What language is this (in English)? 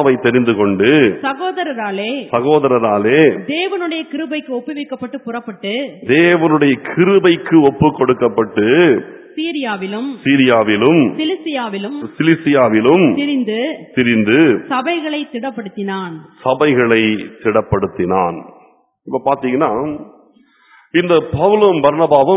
Tamil